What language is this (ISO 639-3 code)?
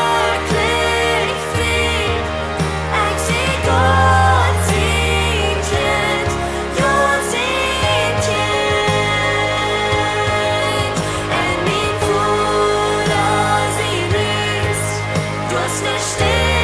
pdt